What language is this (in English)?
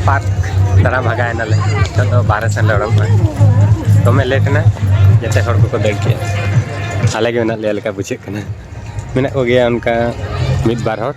Santali